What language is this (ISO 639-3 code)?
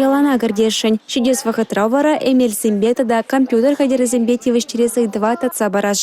chv